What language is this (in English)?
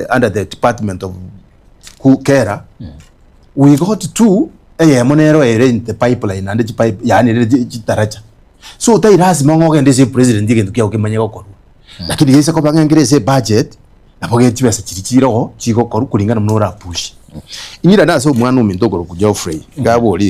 Gusii